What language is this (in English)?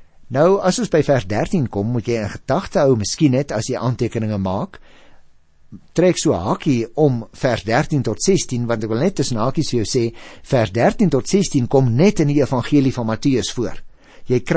Afrikaans